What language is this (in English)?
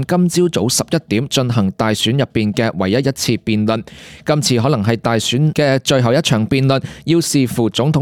Cantonese